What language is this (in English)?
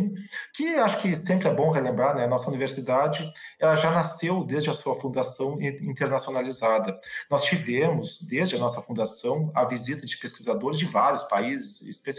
Portuguese